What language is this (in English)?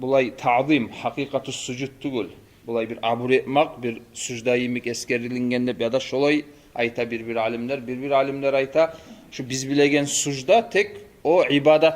Kumyk